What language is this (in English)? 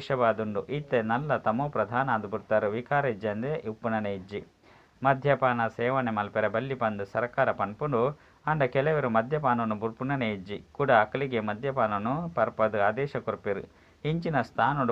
Tulu